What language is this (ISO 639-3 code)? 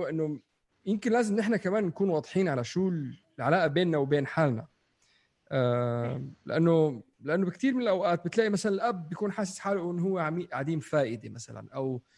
apc